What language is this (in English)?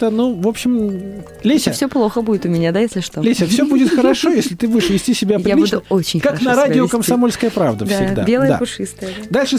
Russian